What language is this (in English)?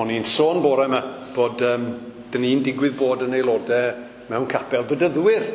Welsh